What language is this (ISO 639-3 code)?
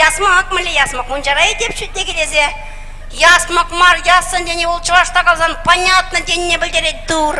chv